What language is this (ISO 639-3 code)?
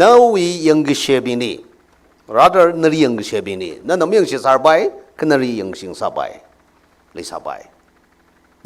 nmf